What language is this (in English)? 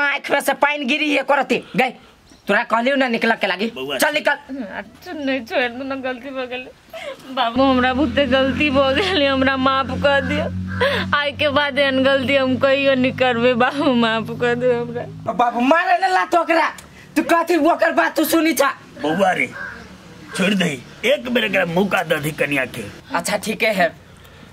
Maithili